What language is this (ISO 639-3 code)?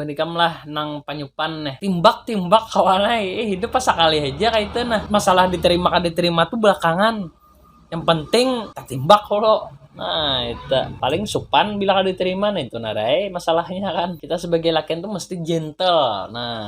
bjn